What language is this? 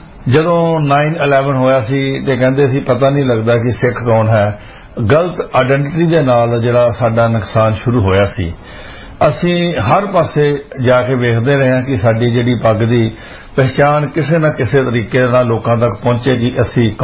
Punjabi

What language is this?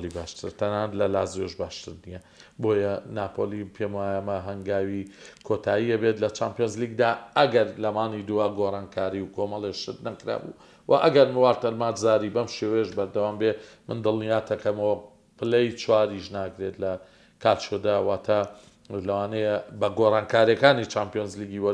Central Kurdish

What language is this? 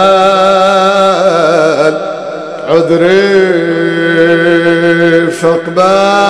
Arabic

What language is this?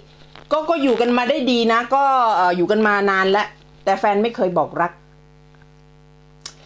Thai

